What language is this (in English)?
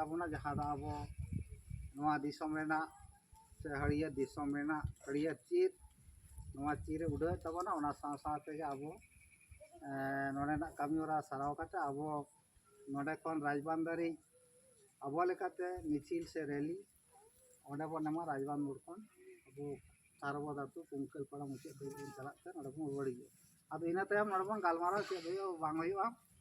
Santali